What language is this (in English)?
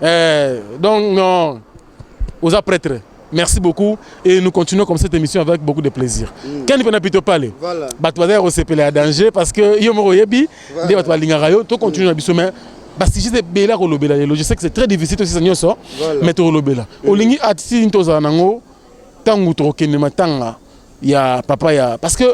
Lingala